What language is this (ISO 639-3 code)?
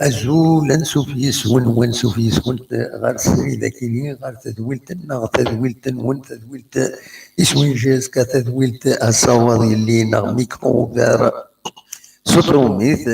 kab